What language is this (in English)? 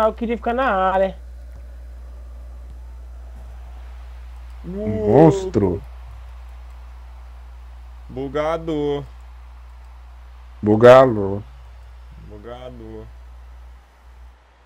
Portuguese